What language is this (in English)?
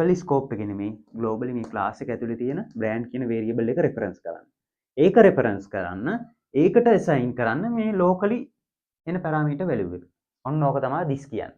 Sinhala